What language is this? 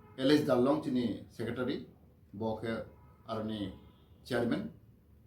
Kok Borok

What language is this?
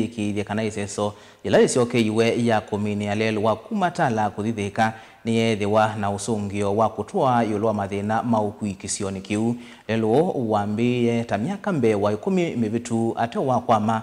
Kamba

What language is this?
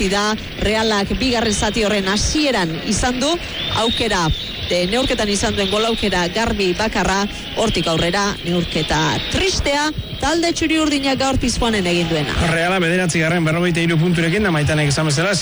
Basque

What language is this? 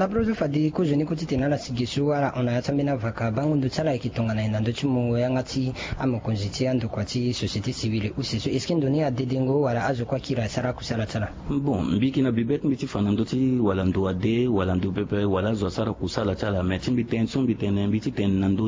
Sango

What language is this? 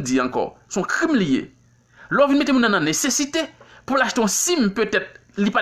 Haitian Creole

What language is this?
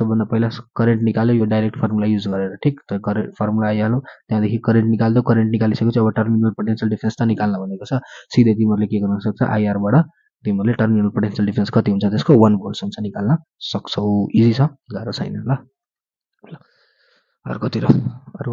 Nepali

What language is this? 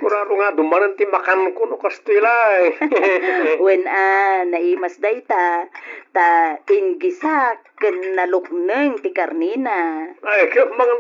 Iloko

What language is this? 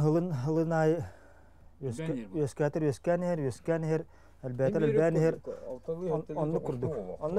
Yakut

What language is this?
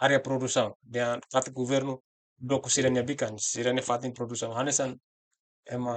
Tetum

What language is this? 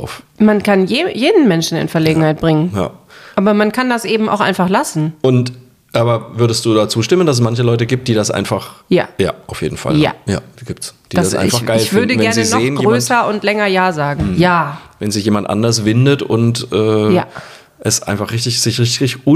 German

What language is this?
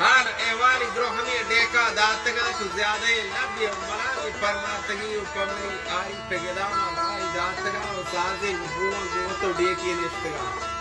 Baluchi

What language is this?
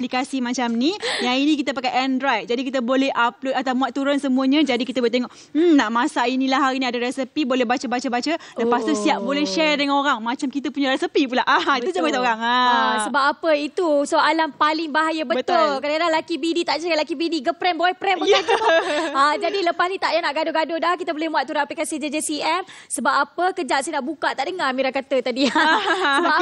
Malay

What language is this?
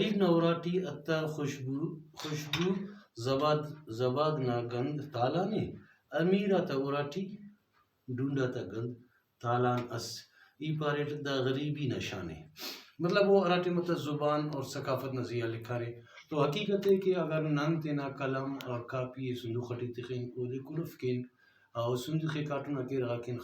Brahui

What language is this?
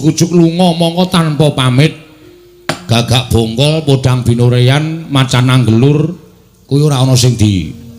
Javanese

